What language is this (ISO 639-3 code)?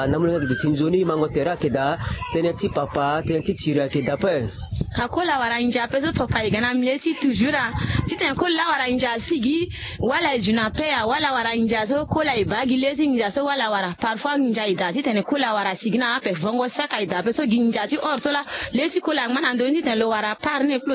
sag